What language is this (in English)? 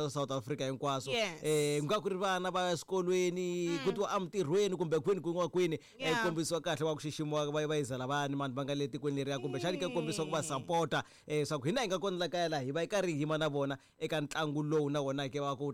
Tsonga